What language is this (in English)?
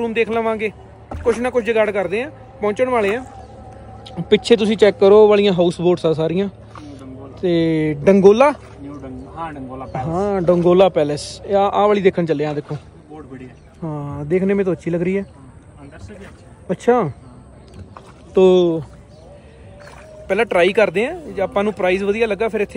Punjabi